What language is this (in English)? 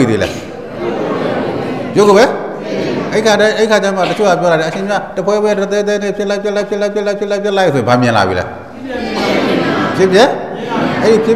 Burmese